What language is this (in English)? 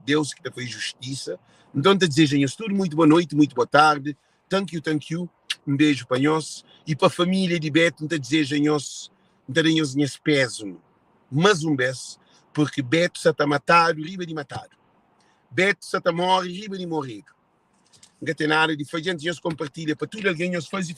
Kabuverdianu